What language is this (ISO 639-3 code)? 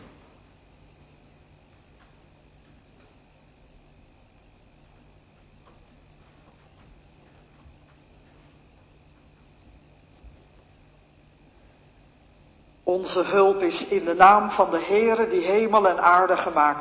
nld